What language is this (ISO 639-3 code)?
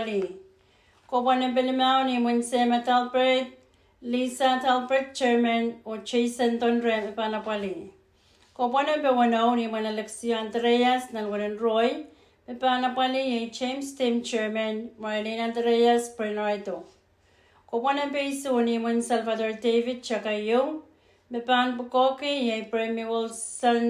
pon